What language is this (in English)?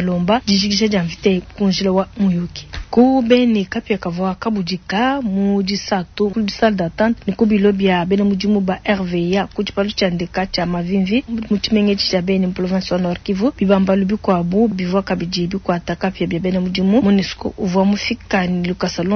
Luba-Lulua